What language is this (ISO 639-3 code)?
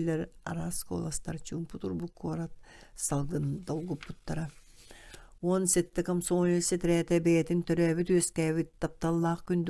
sah